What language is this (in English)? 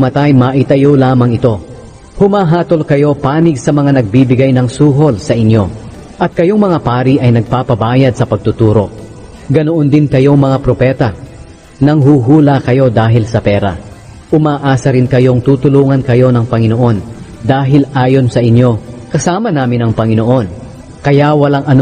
Filipino